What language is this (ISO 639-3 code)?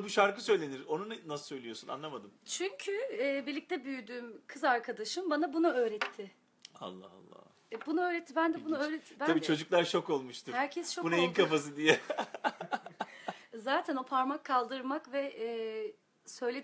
tur